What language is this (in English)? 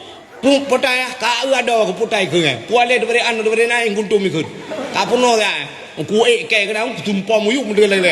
Achinese